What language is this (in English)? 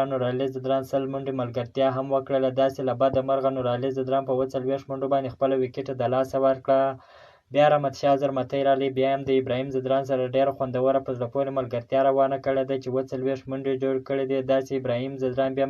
Pashto